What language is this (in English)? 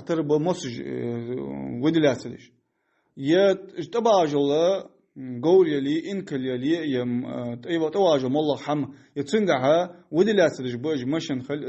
Ingush